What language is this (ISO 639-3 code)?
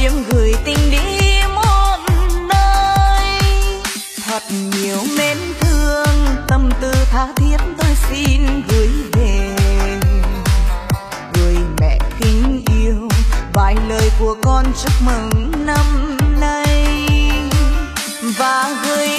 vie